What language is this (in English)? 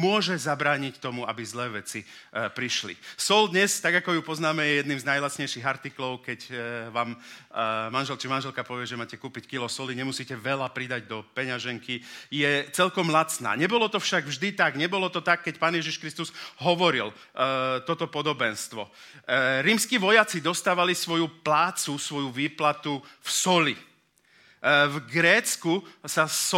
Slovak